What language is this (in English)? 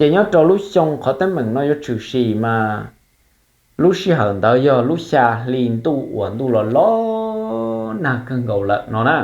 Hmong